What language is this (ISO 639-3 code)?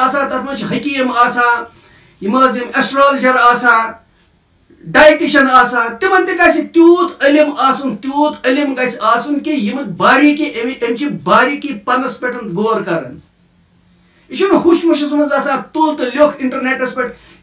kas